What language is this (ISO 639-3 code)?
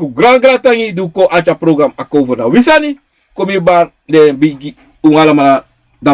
srn